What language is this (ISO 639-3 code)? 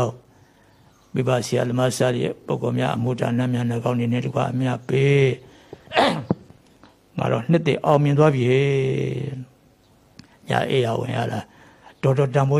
mya